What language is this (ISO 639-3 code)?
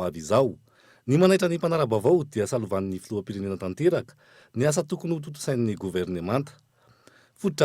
mlg